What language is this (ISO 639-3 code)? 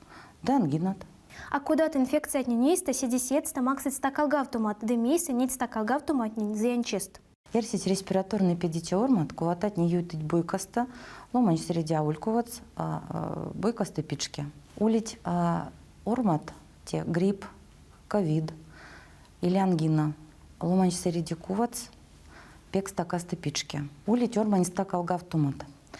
myv